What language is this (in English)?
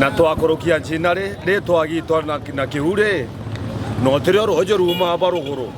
Meru